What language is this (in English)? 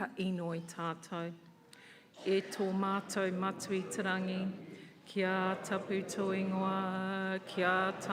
Māori